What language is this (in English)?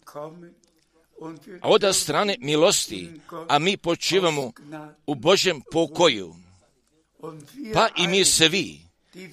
Croatian